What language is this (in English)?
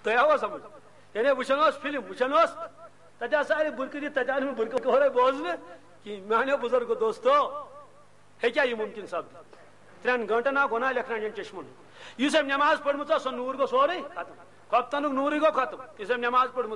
Kashmiri